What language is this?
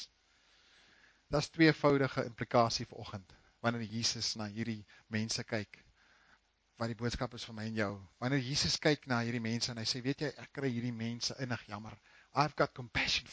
Afrikaans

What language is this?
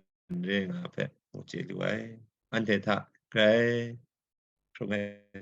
Kachin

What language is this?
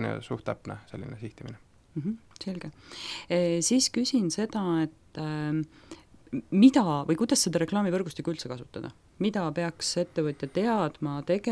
Estonian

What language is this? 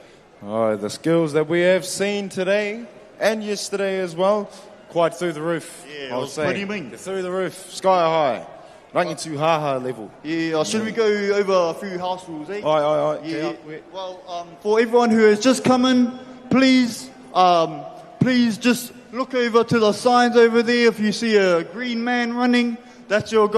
Māori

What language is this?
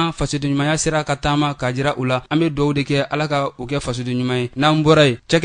Bambara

